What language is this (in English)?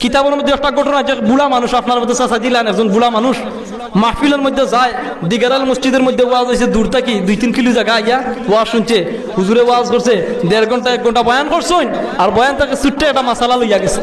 Sylheti